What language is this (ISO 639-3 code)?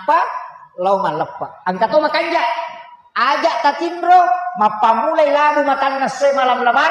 bug